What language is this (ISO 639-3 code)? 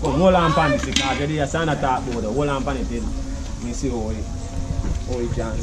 jam